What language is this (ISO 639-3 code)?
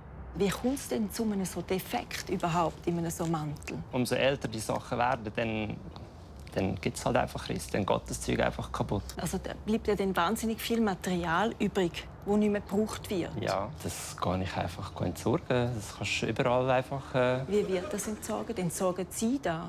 gsw